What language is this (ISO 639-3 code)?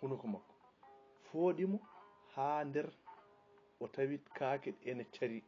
ful